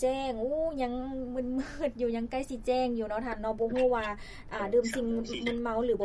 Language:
Lao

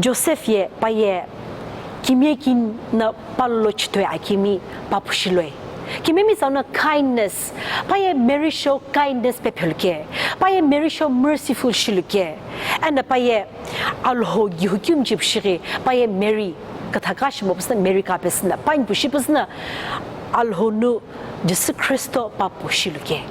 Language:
Sumi Naga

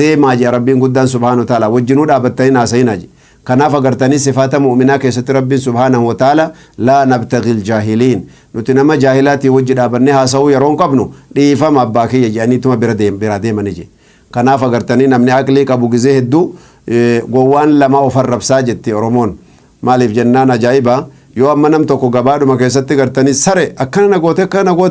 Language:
Oromo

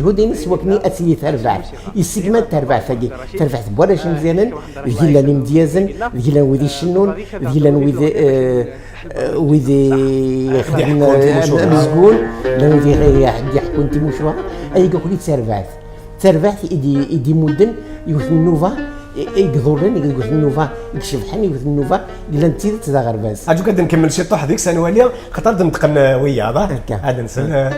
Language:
Kabyle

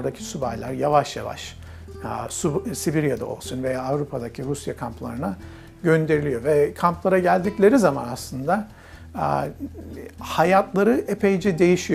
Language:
Turkish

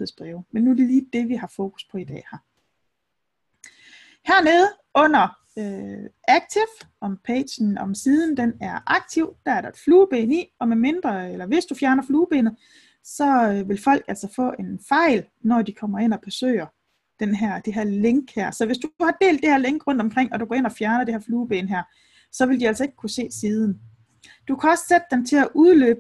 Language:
Danish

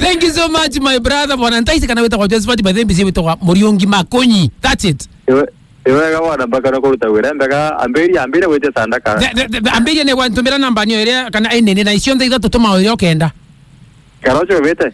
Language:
Meru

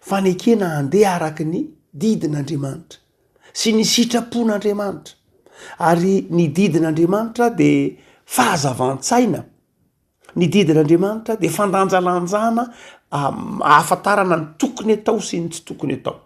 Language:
Malagasy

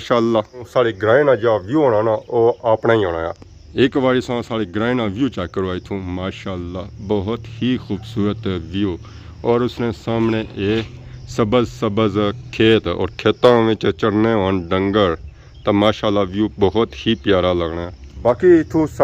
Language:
Pahari-Potwari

